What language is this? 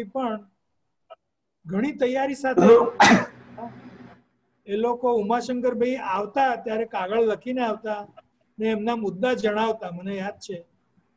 Gujarati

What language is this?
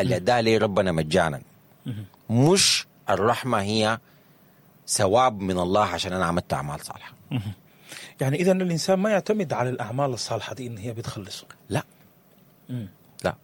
Sudanese Arabic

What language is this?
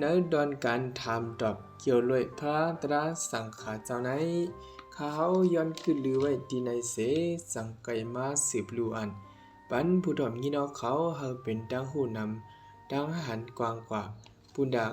Shan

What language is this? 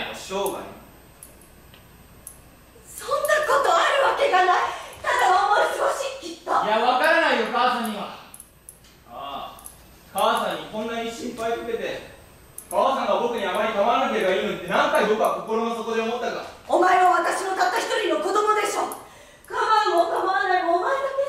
Japanese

